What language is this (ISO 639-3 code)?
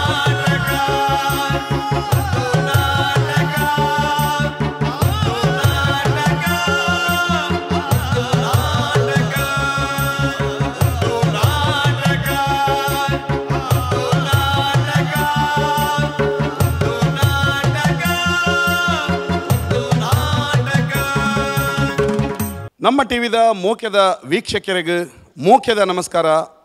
tcy